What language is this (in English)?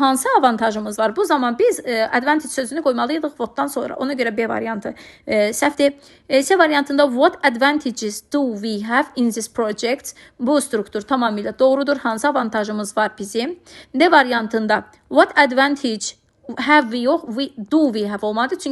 Azerbaijani